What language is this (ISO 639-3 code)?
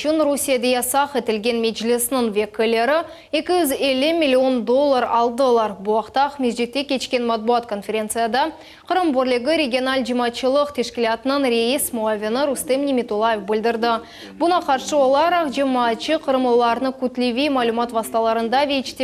crh